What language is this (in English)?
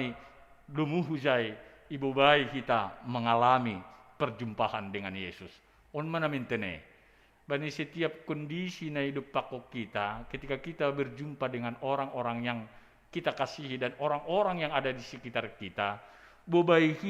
Batak Simalungun